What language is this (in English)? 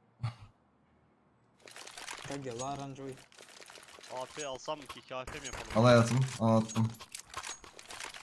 Turkish